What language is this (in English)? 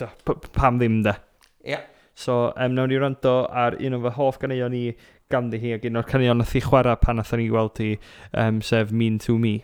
Welsh